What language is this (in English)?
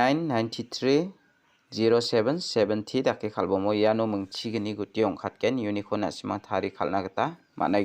Garo